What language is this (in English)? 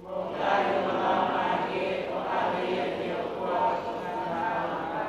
Tongan